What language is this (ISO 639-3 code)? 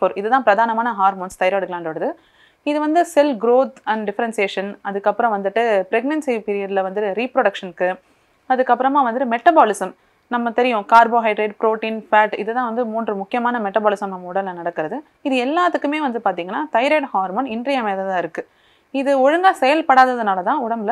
tam